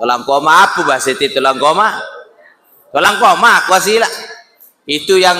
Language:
Sasak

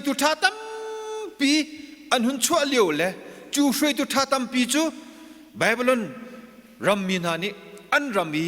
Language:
Hakha Chin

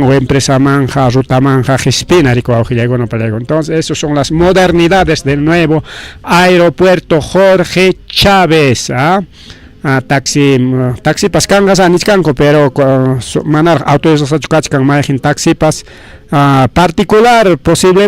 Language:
Ayacucho Quechua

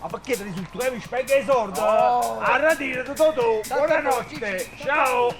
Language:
Neapolitan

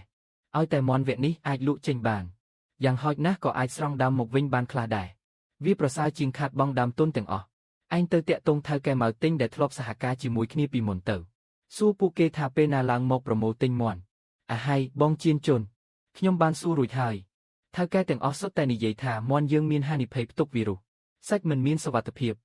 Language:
Khmer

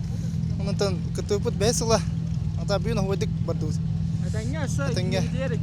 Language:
Yakut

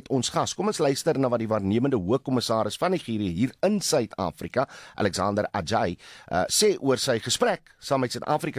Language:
Afrikaans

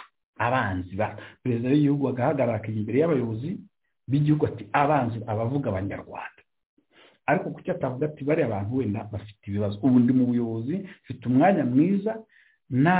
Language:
Kinyarwanda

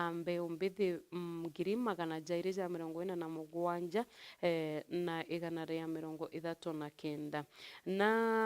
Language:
Meru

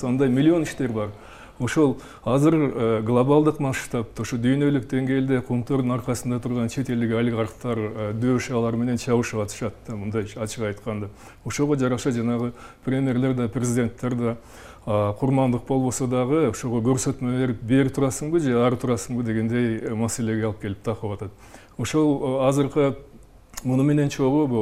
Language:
Kyrgyz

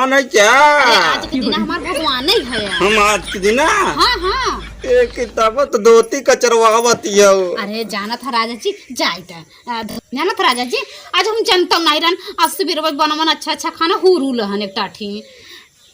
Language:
Awadhi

